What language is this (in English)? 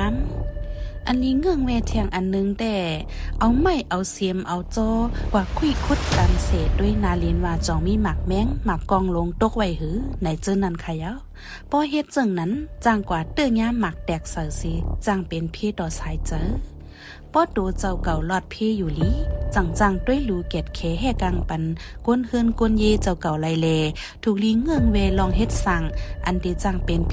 Shan